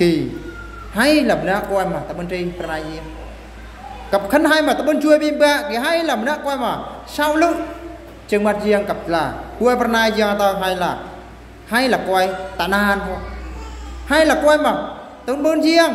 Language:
Eastern Bru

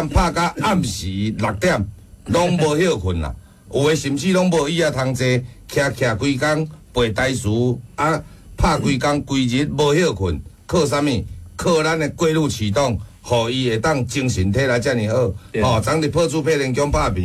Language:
Min Nan Chinese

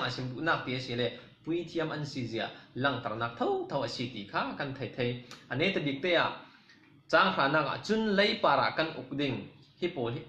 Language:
Falam Chin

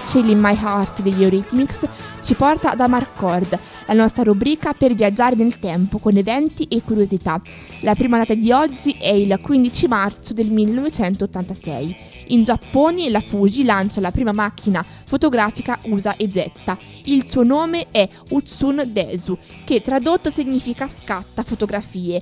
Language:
Italian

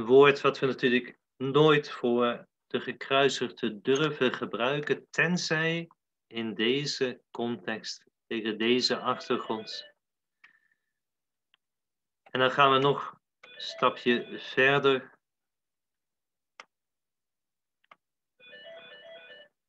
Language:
Dutch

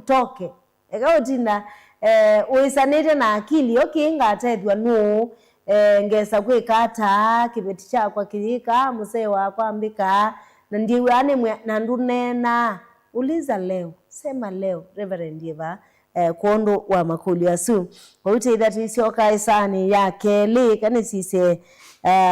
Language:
Kamba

